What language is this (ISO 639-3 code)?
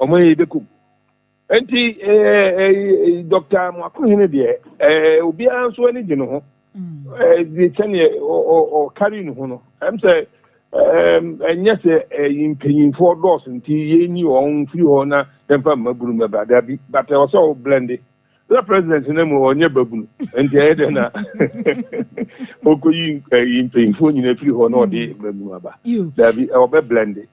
aka